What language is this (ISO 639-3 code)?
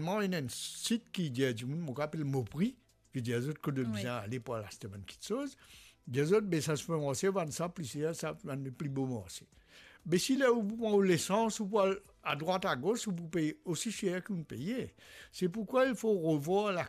mfe